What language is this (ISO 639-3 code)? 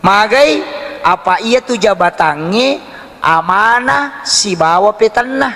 bug